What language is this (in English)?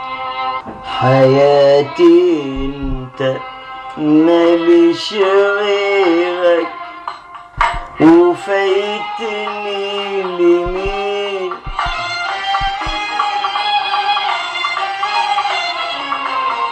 Egyptian Arabic